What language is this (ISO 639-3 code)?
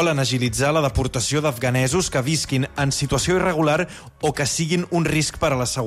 cat